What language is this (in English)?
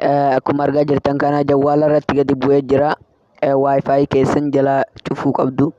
Oromo